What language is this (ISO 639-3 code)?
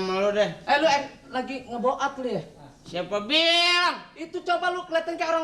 bew